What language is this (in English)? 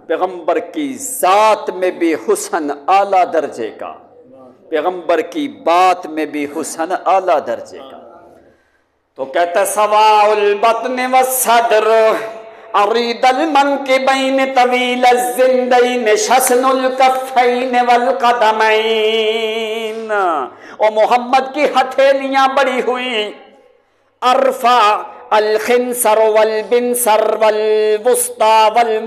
Urdu